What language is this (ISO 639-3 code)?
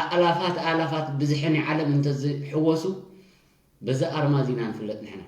tir